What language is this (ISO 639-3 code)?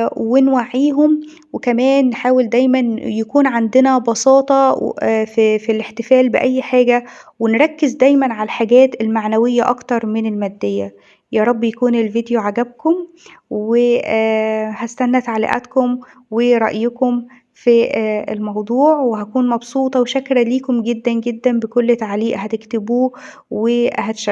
arz